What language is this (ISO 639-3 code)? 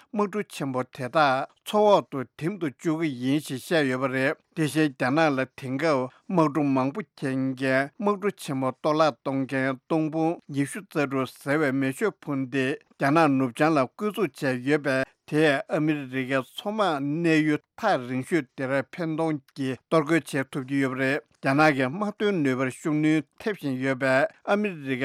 bod